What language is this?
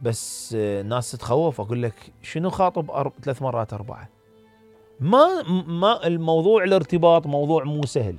Mesopotamian Arabic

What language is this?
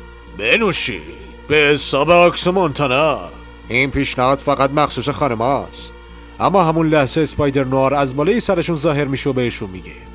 Persian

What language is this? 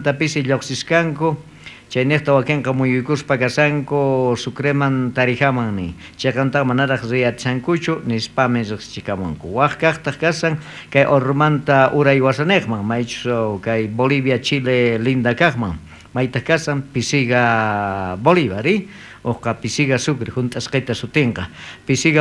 South Bolivian Quechua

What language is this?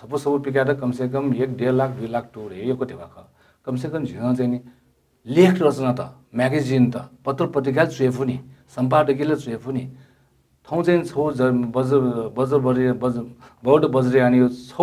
Newari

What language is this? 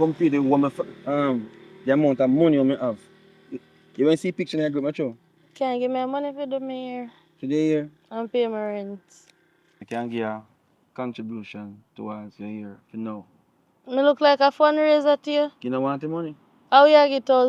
Jamaican Creole English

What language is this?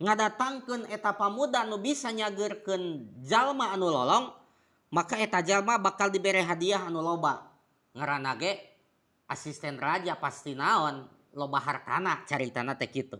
Sundanese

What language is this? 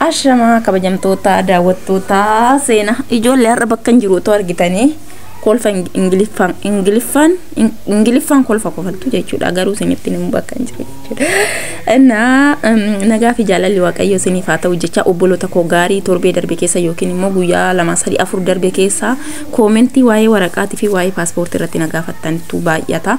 Oromo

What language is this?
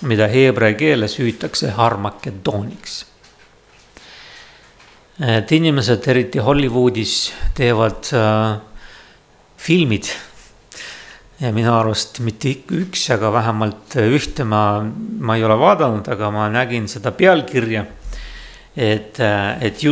Estonian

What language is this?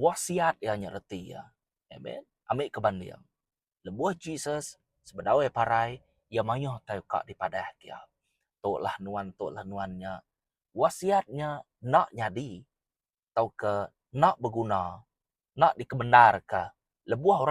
Iban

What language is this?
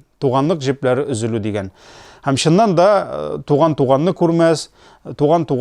Tatar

